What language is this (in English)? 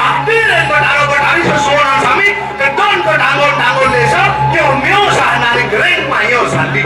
Balinese